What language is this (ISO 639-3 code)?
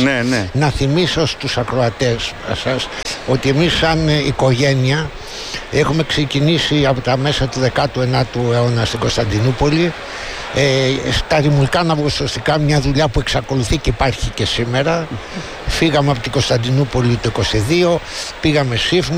ell